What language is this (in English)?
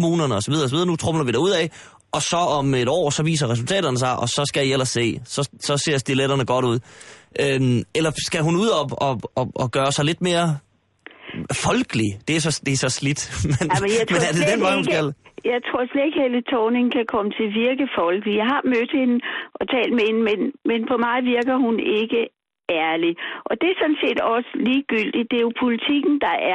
Danish